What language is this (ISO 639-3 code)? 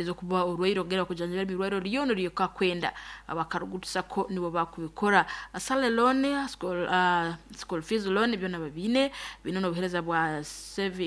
nyn